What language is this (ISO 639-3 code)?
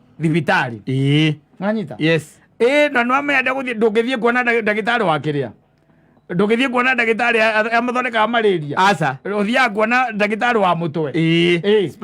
kik